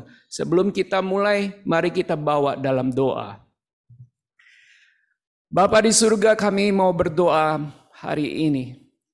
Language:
Indonesian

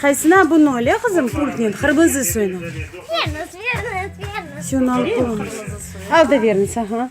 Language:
Crimean Tatar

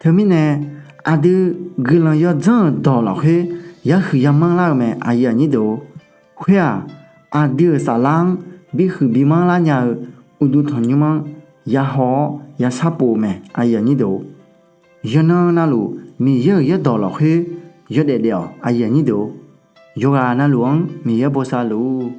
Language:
Akha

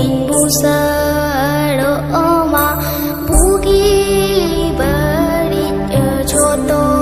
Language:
Santali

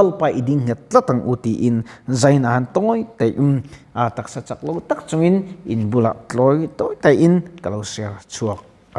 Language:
Mizo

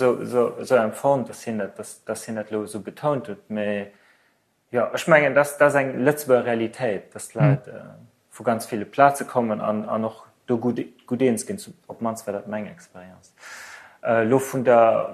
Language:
Luxembourgish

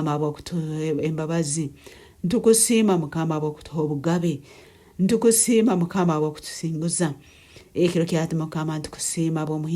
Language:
Nyankole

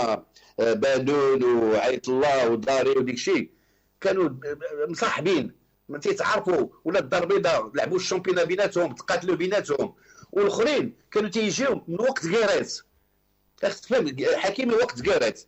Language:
Moroccan Arabic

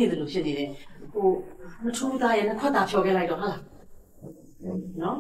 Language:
Burmese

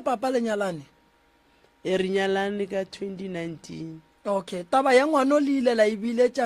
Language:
Northern Sotho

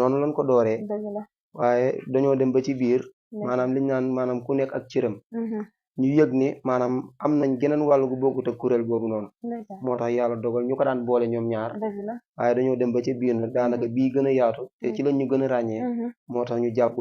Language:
Wolof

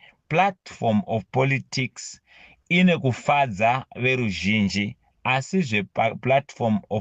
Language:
Shona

